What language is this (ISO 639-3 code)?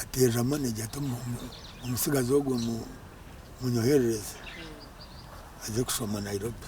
nyn